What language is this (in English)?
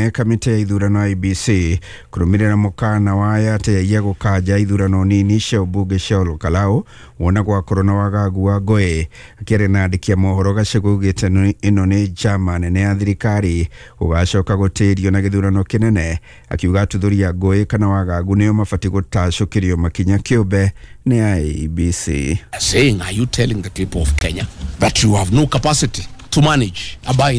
Kikuyu